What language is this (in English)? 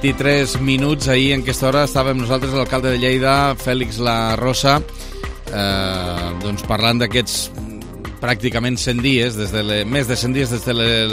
Catalan